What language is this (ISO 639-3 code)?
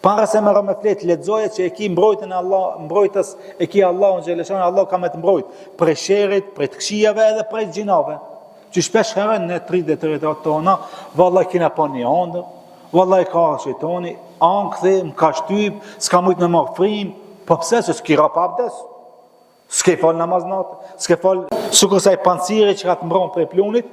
sqi